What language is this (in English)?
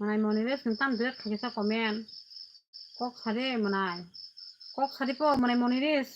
Kok Borok